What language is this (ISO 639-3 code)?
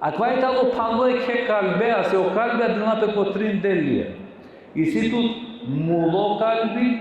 rmn